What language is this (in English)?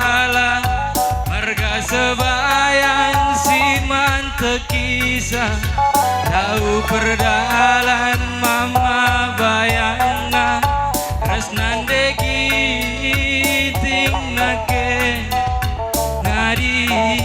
Batak Karo